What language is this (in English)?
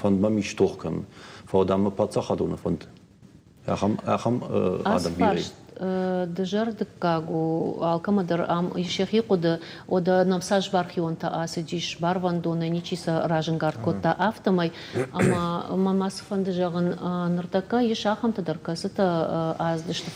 Ossetic